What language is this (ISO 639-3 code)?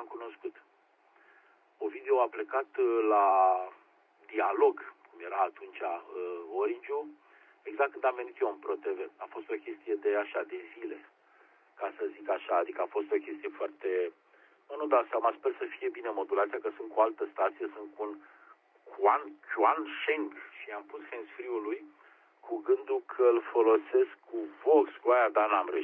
ron